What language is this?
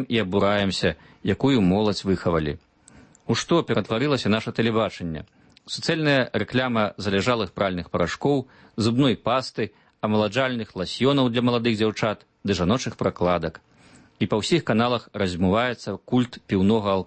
Belarusian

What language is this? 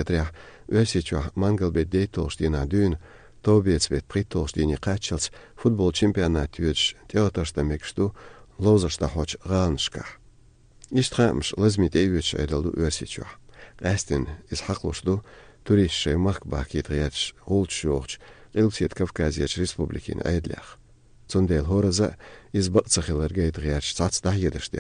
Slovenian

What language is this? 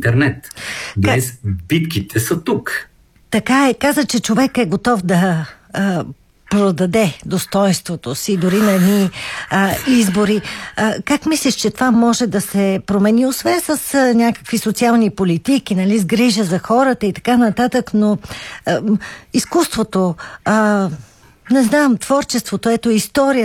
Bulgarian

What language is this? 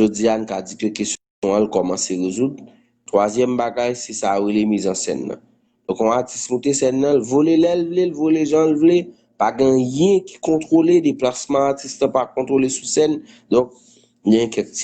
Haitian Creole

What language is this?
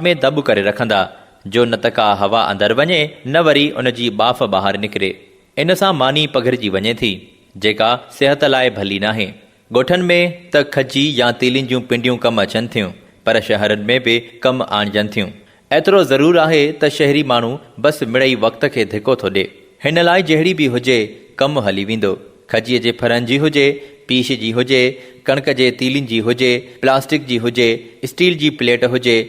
Sindhi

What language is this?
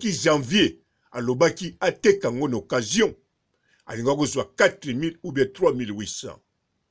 Lingala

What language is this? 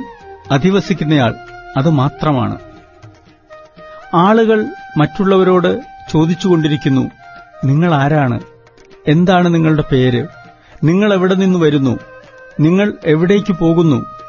Malayalam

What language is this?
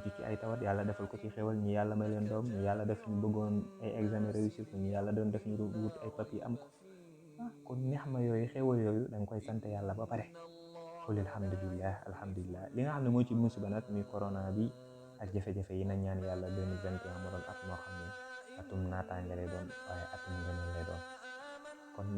Wolof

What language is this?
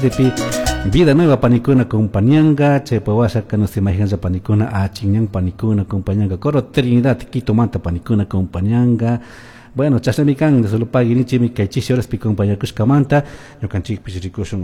Chimborazo Highland Quichua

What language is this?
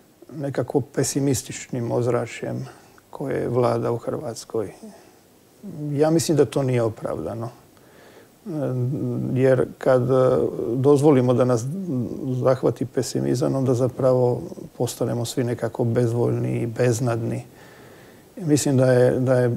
Croatian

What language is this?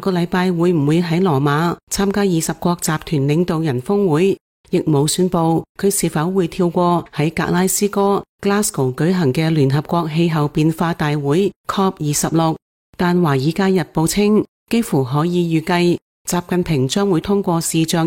Cantonese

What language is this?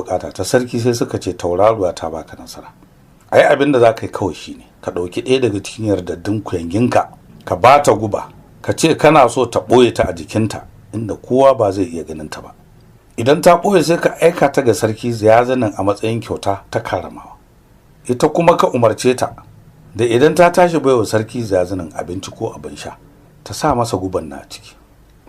Hausa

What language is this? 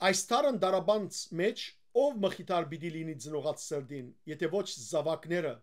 Western Armenian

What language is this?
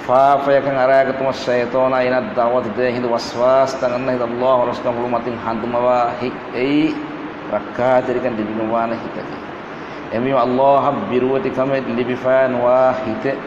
Divehi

